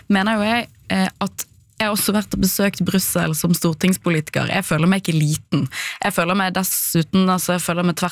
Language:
Norwegian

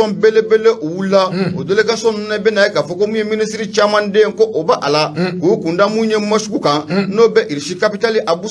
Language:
Bambara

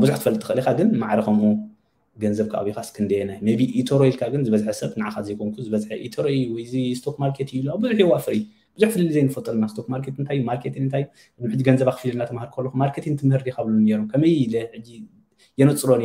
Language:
Tigrinya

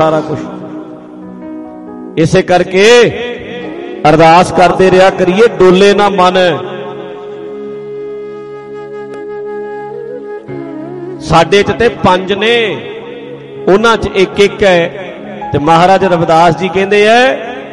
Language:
Punjabi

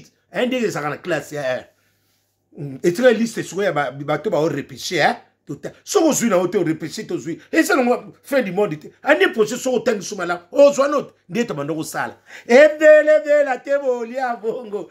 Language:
Lingala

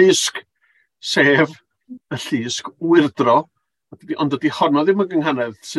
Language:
Welsh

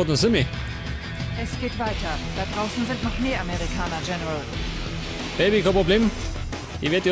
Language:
Bavarian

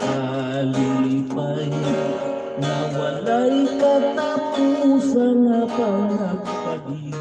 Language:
Hiligaynon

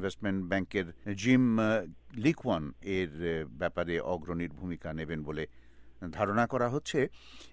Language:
Bangla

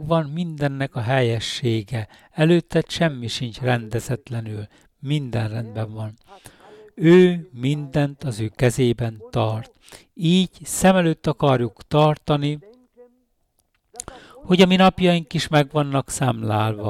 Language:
Hungarian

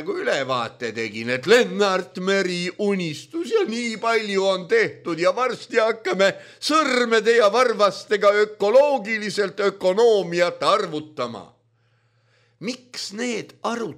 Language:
Estonian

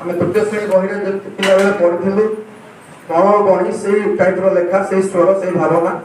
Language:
Odia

